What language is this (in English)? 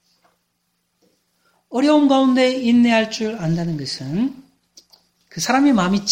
Korean